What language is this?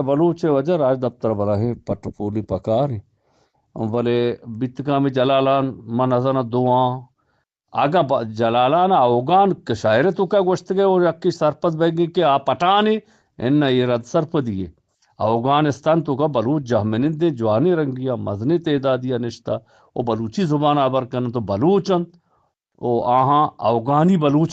Eastern Balochi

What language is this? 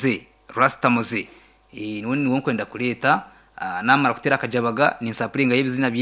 Nyankole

